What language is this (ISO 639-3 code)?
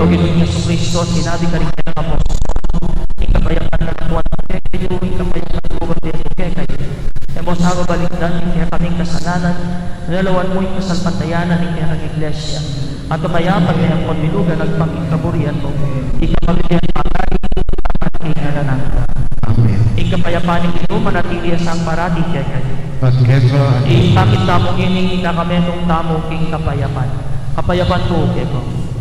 pam